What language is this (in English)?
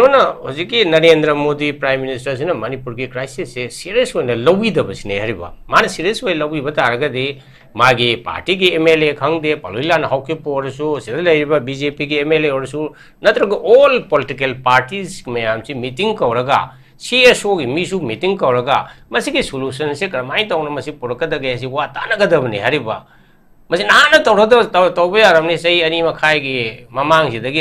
Manipuri